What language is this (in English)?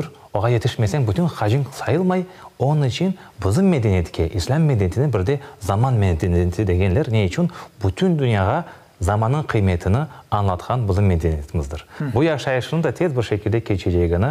Crimean Tatar